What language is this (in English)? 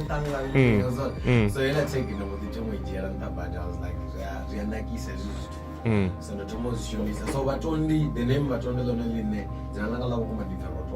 Venda